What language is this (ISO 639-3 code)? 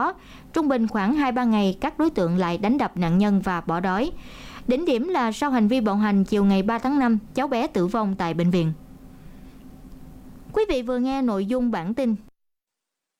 vie